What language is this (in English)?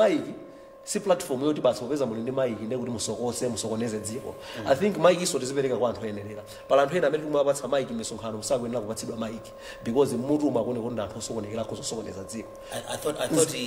Nyanja